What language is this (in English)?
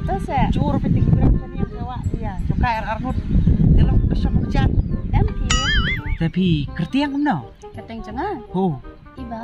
Khasi